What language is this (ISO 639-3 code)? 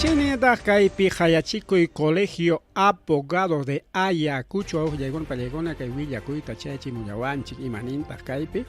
quy